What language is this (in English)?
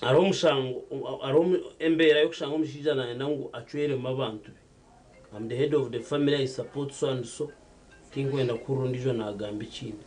Nyankole